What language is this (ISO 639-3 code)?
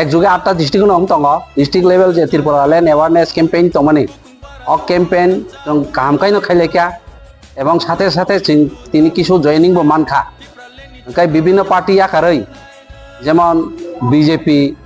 trp